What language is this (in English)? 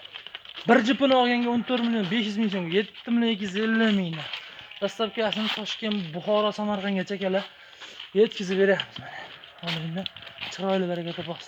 Uzbek